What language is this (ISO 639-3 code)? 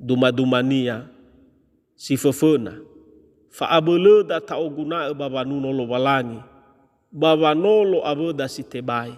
nia